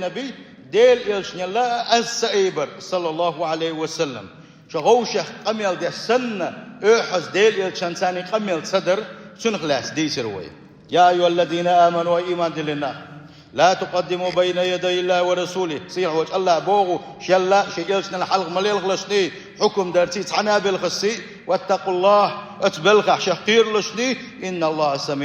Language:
Chechen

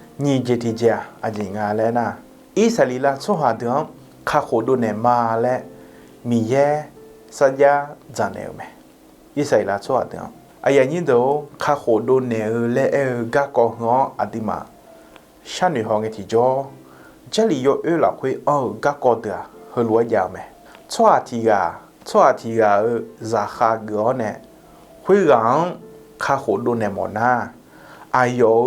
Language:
Akha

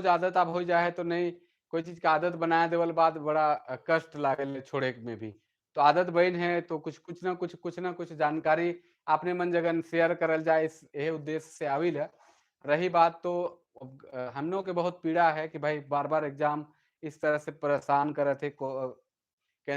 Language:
Sadri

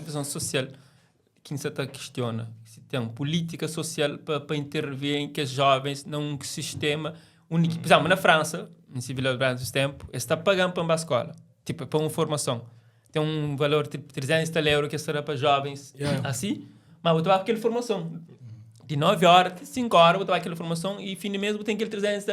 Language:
Kabuverdianu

